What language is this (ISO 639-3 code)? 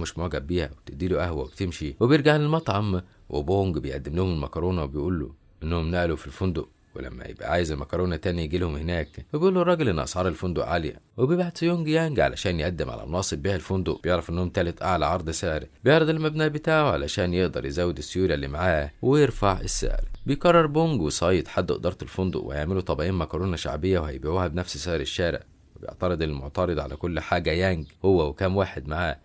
arz